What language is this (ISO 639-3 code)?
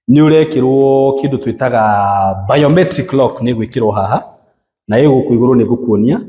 kik